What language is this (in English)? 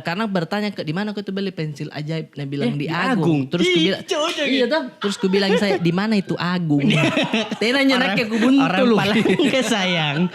Makassar Malay